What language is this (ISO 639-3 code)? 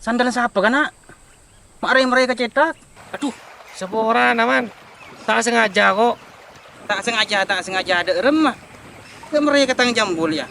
mad